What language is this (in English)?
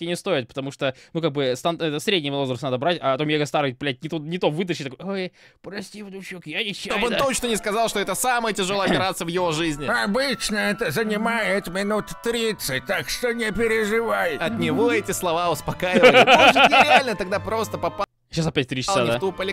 Russian